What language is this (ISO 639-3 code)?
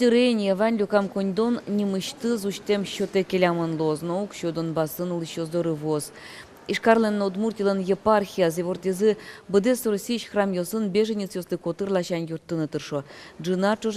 udm